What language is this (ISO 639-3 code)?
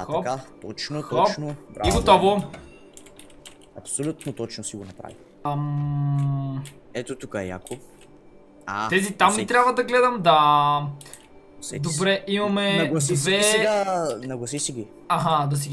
bul